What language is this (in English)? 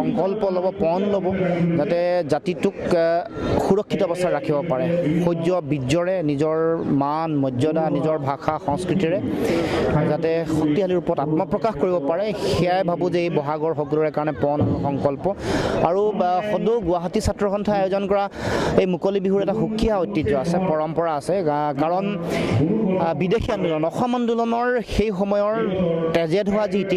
Assamese